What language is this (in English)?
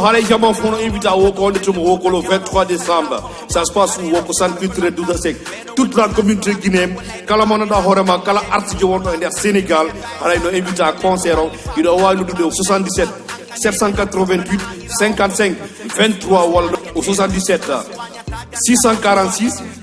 Fula